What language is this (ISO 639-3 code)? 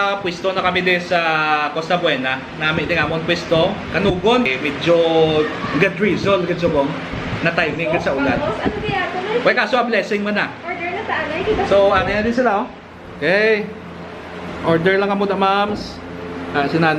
hil